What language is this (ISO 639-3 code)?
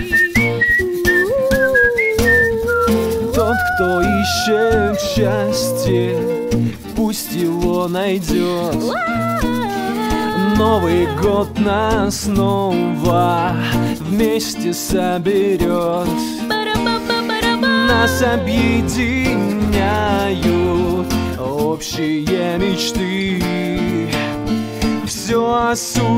rus